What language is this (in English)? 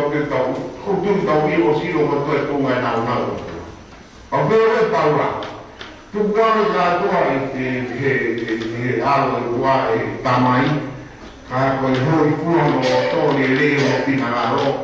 Tongan